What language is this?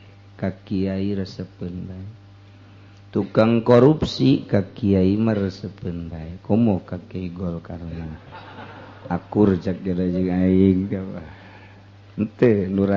Sundanese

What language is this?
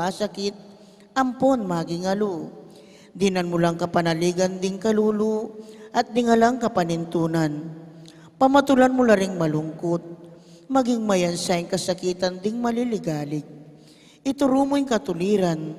Pampanga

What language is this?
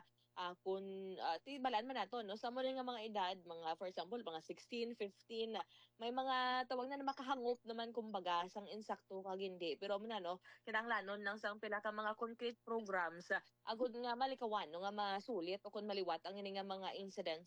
Hiligaynon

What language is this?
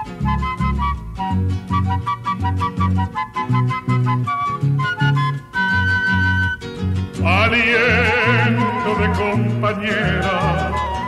Spanish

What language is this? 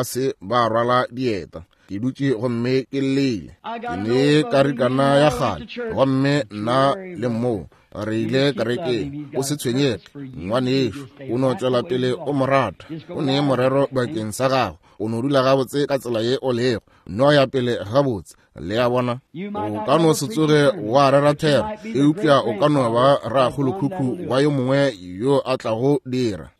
Northern Sotho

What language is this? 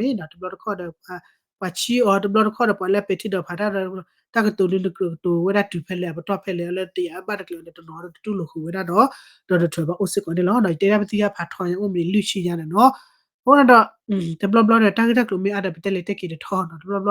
S'gaw Karen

